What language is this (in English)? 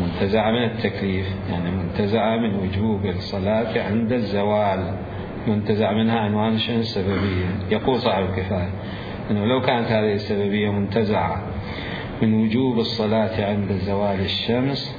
Mesopotamian Arabic